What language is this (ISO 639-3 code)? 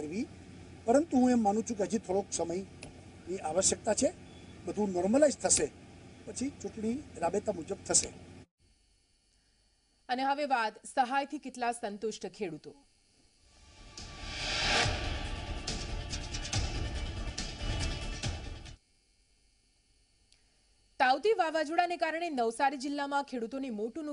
guj